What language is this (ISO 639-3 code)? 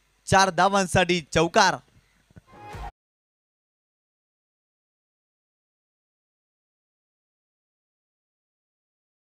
mar